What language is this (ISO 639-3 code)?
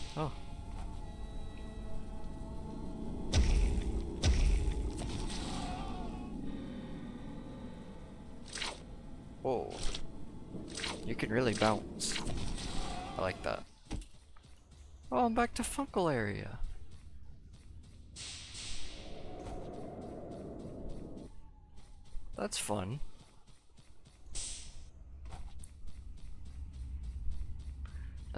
eng